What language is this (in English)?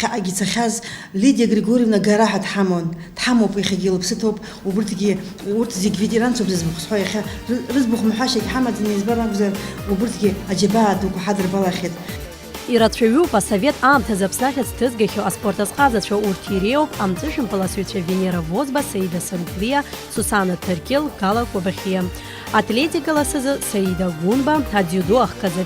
Abkhazian